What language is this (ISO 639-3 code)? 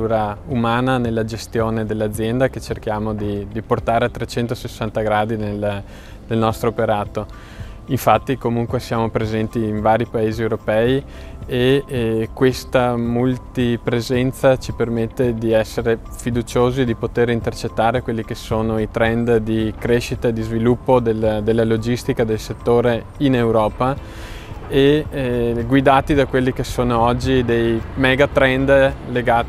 ita